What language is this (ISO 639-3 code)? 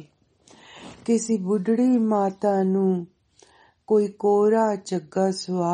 pan